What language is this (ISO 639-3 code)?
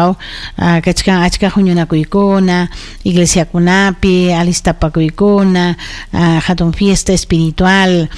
quy